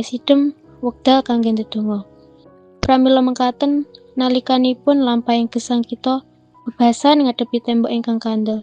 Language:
Javanese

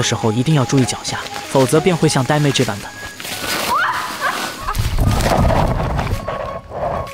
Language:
Chinese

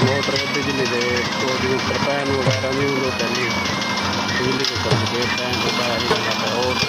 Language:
Saraiki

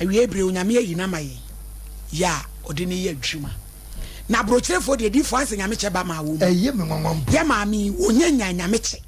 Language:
Akan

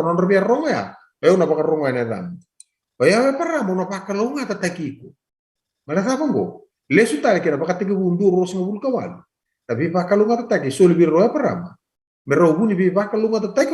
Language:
Fijian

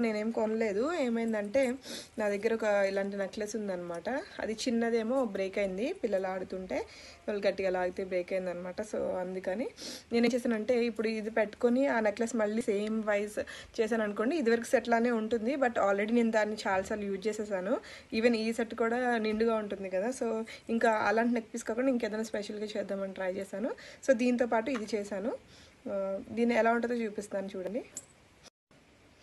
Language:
Telugu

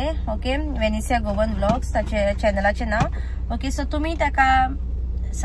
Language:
Konkani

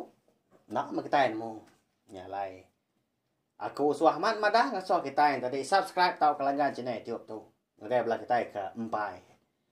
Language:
Iban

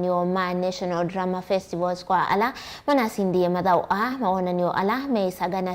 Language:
Kamba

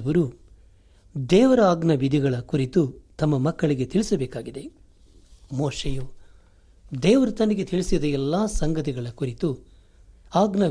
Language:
Kannada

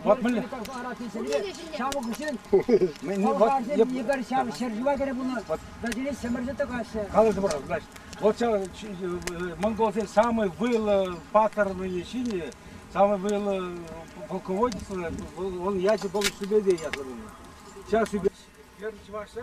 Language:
Chuvash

